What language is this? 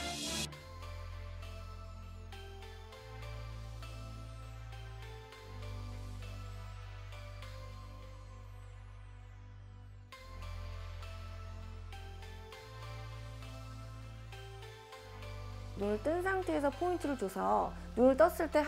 Korean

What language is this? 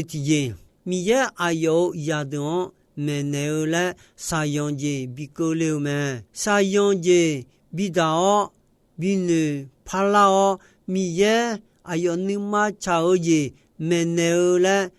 Akha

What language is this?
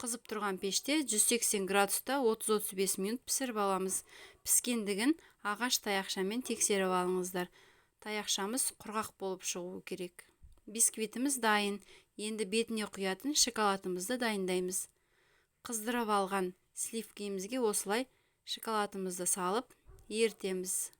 Kazakh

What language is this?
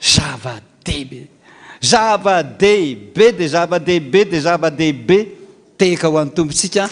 Malagasy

